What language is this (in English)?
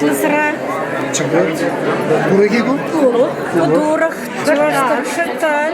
Chuvash